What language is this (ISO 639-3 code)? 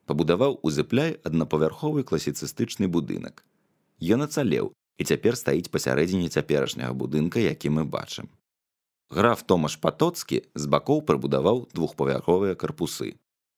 bel